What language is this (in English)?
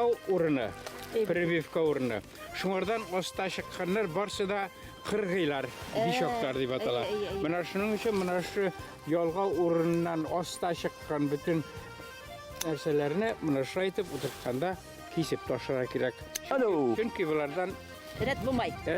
Bashkir